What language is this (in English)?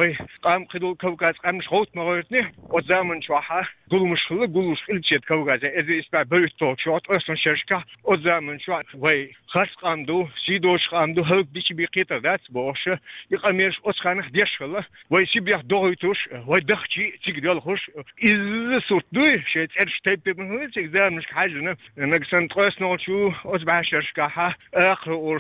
Chechen